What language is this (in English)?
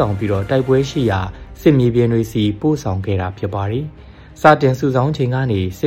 Burmese